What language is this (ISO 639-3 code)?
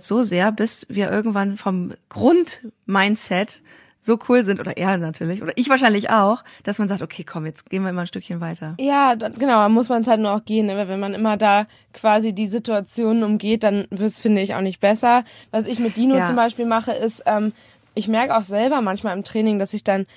deu